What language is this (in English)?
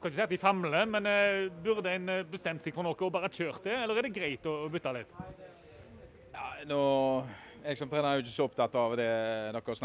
Norwegian